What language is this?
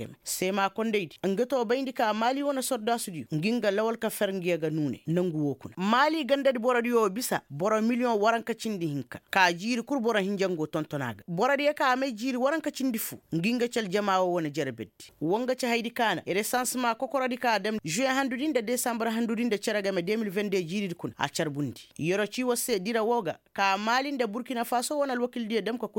Koyraboro Senni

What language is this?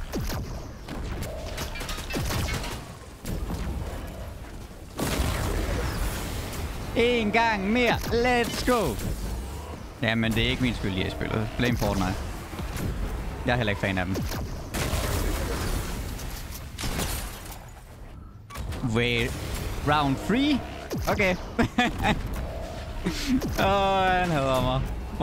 Danish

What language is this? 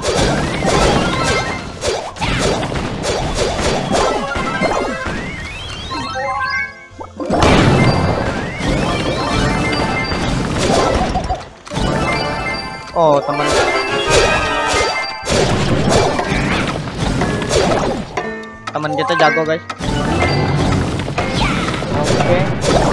Indonesian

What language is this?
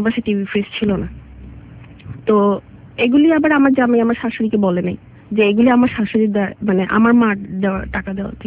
Bangla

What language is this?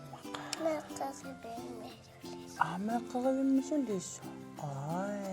Kalaallisut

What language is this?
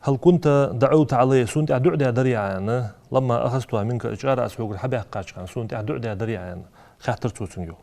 Ingush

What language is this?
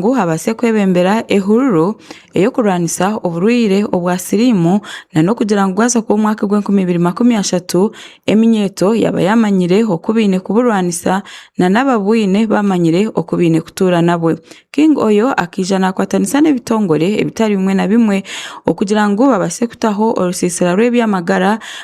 Tooro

